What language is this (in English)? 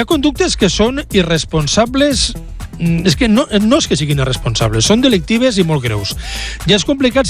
Catalan